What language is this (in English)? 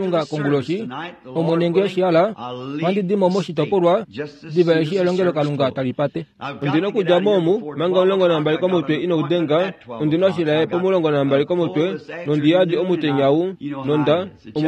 Kuanyama